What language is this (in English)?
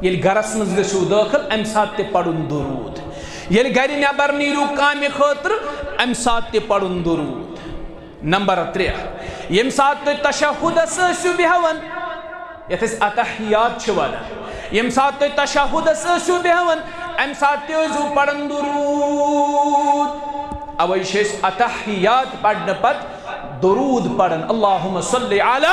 Kashmiri